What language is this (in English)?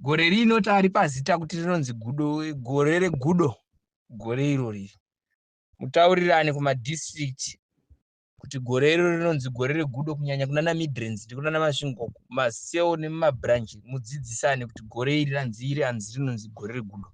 Shona